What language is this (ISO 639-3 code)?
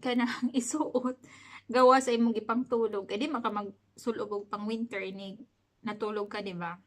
ceb